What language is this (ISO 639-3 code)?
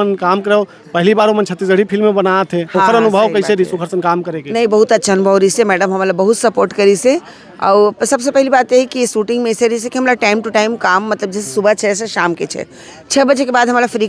hne